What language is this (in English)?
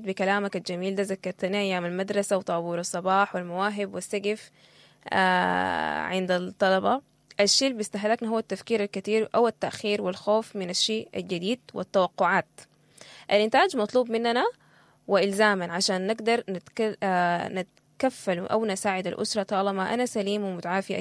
Sudanese Arabic